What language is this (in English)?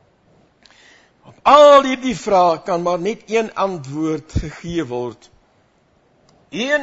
Afrikaans